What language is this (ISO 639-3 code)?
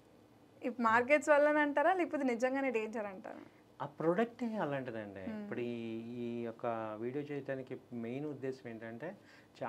tel